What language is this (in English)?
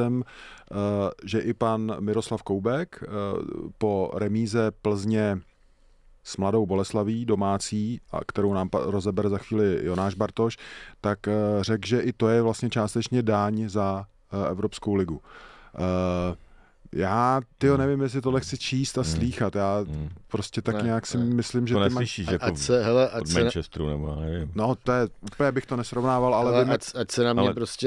Czech